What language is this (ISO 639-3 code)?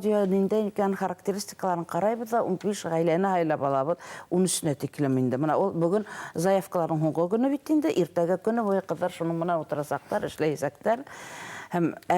bak